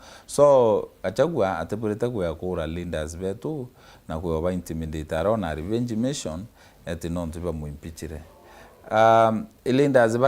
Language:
Meru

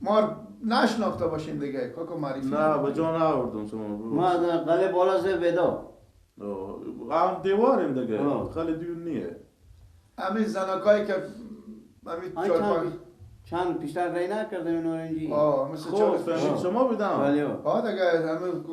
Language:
Persian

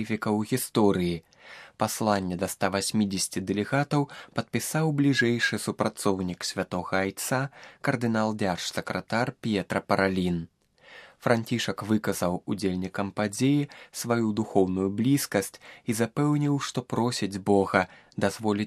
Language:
Belarusian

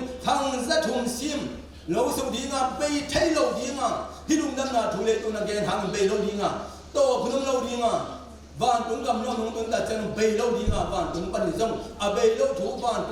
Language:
Tedim Chin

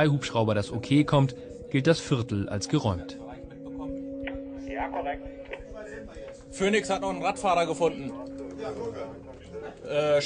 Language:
German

